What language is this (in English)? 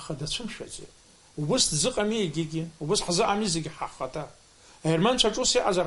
Abkhazian